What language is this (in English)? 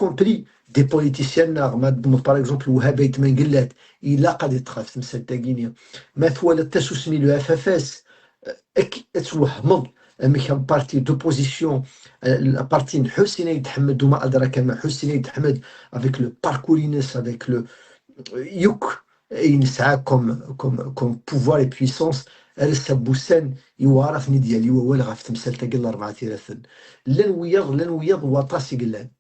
Kabyle